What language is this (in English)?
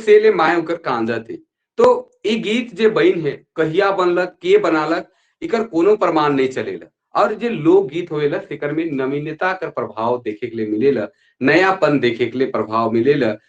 Sadri